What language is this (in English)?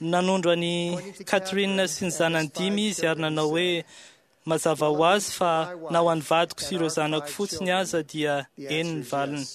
Malagasy